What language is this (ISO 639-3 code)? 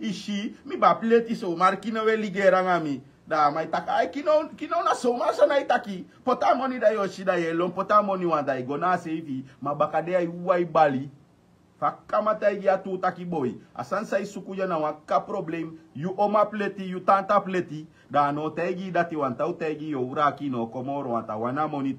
srn